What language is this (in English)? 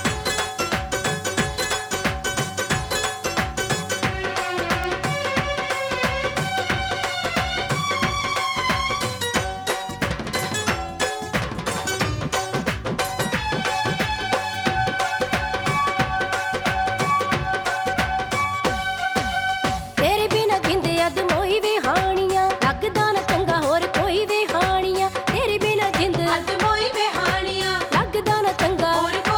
Punjabi